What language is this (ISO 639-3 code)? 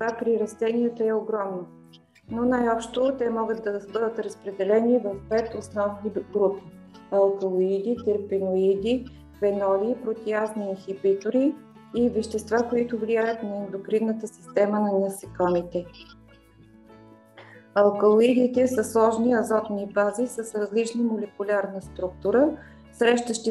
bul